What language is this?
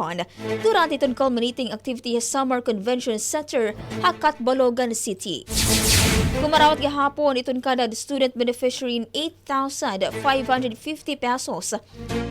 Waray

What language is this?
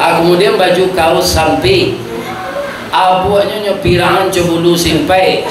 Minangkabau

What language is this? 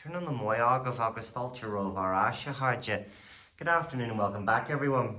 Irish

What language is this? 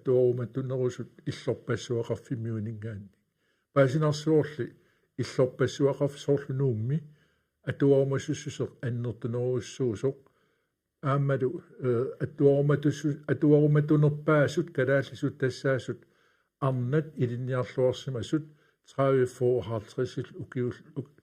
Kalaallisut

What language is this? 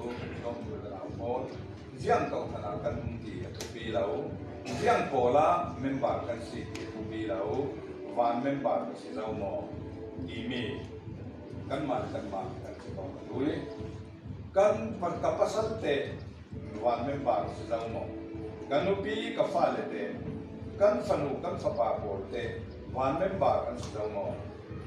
Falam Chin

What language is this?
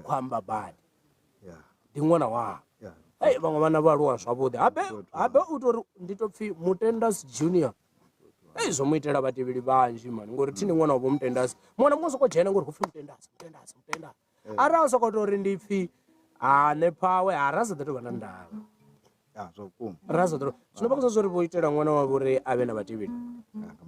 Venda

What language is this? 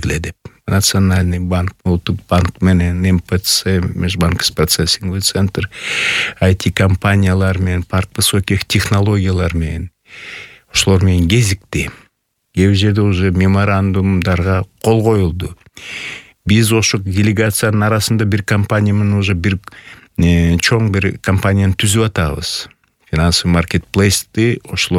Kyrgyz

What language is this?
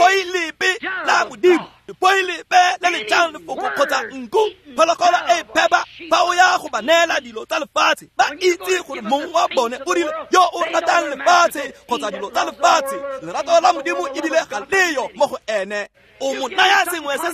Tswana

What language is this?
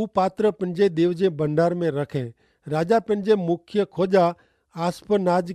Kachhi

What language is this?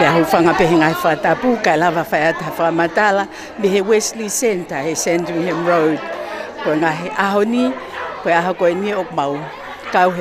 Tongan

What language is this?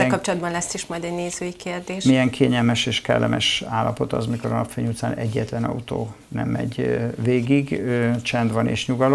Hungarian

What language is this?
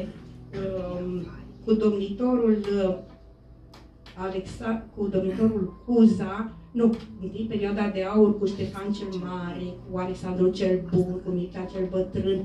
Romanian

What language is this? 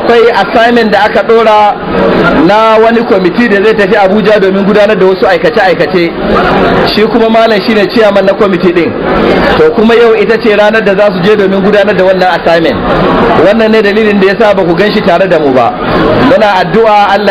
Hausa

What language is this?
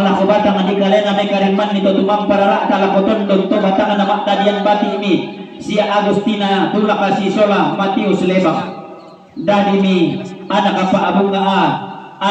Toraja-Sa'dan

